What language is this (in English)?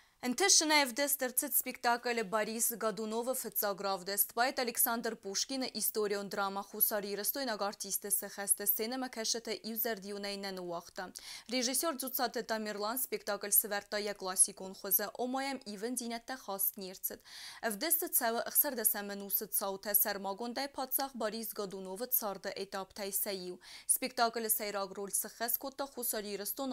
Ossetic